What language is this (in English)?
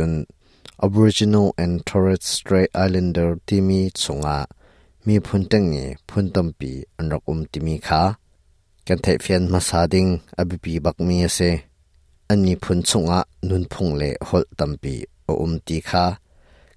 Hakha Chin